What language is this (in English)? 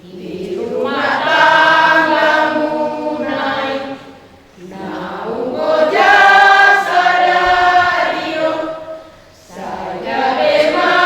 Batak Toba